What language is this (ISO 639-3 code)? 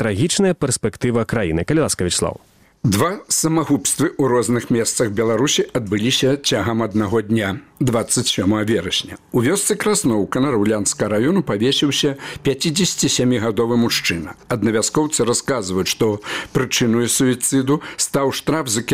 bel